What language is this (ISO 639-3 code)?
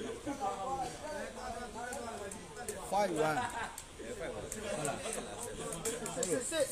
mya